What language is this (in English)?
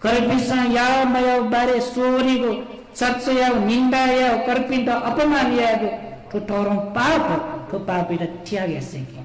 Newari